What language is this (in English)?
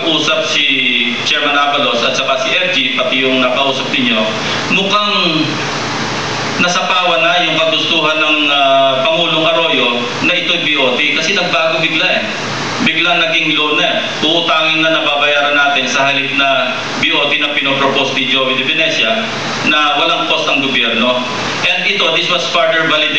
Filipino